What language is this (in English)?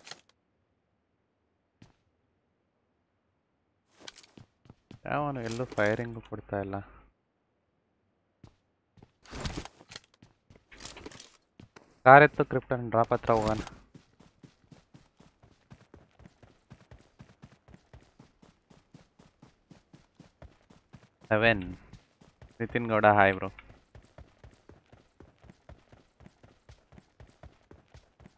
Kannada